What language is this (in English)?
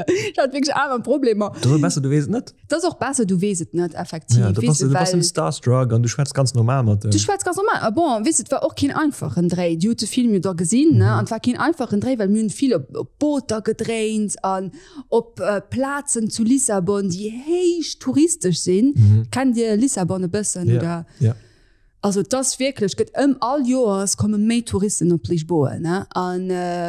Luxembourgish